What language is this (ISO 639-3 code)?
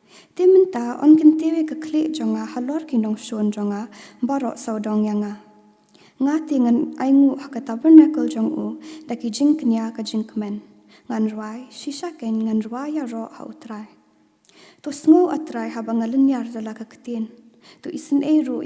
kha